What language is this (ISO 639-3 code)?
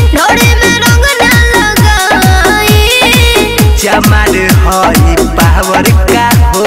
bho